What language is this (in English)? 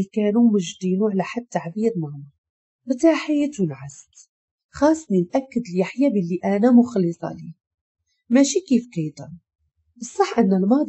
Moroccan Arabic